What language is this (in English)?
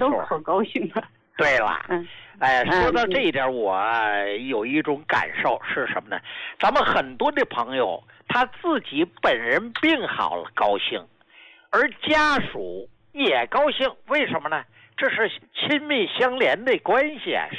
Chinese